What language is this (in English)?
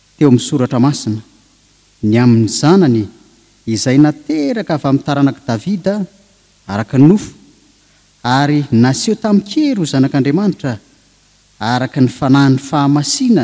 Malagasy